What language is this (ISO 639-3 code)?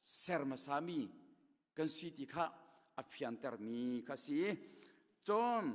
cnh